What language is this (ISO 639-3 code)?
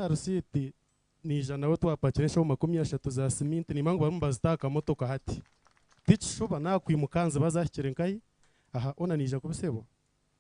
nyn